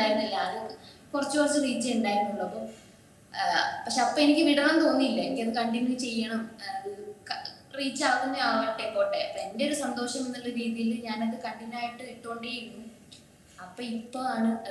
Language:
Malayalam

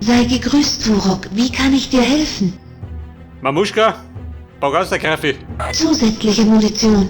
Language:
Bavarian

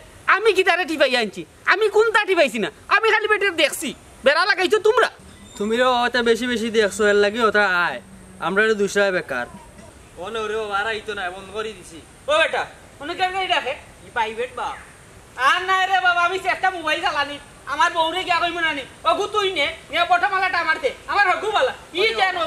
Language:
Sylheti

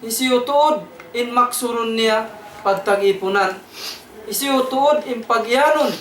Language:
Tausug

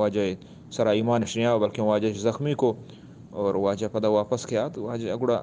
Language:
Eastern Balochi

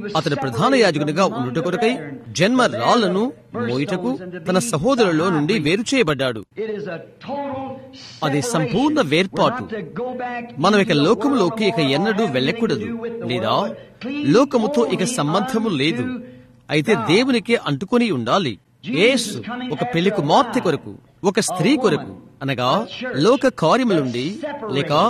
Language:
Telugu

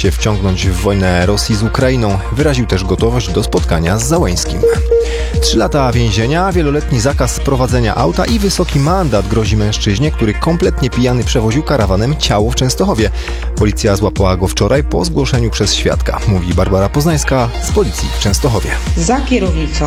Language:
Polish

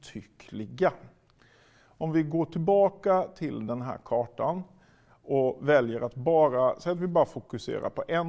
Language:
Swedish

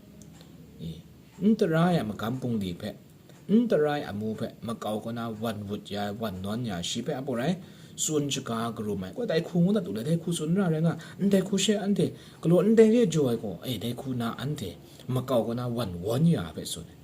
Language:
Kachin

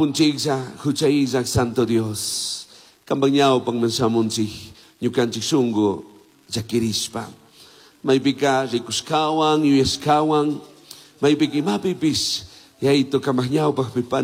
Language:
Chimborazo Highland Quichua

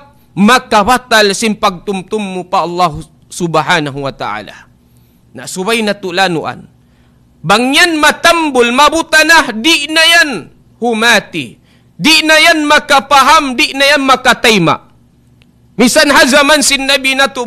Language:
Tausug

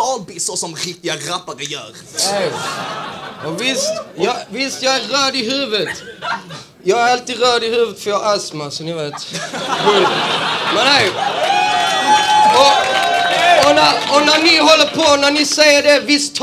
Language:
Swedish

